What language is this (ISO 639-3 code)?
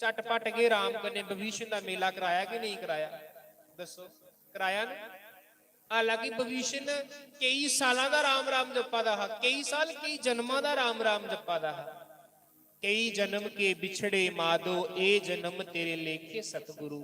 doi